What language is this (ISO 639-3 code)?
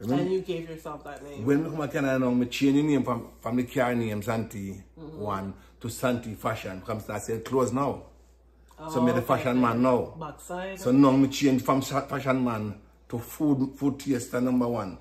jam